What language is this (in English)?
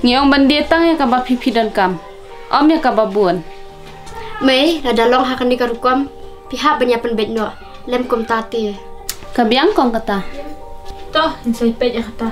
Khasi